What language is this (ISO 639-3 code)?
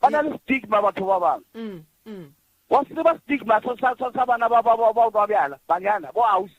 nso